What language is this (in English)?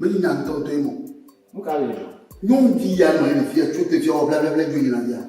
Ewe